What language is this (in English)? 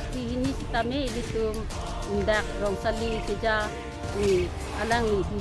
Karbi